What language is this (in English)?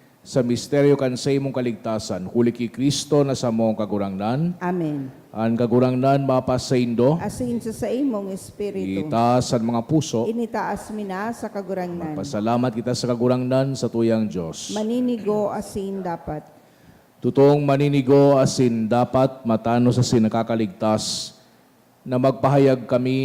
Bikol